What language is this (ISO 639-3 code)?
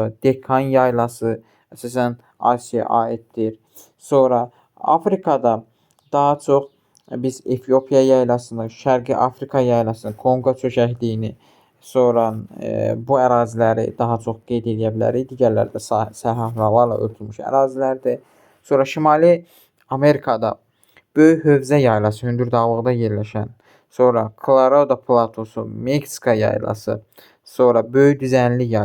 aze